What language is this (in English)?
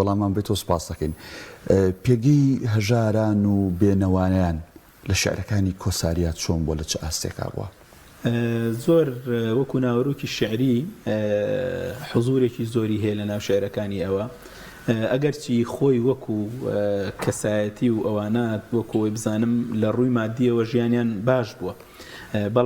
Central Kurdish